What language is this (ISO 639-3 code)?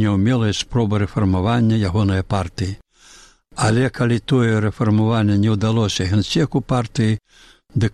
bel